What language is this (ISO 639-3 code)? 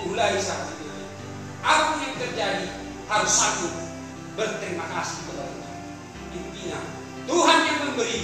bbc